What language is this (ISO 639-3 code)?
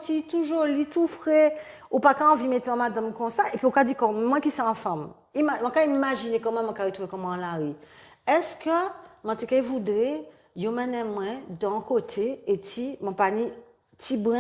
gcf